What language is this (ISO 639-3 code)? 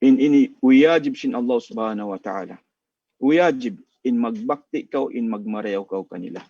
tsg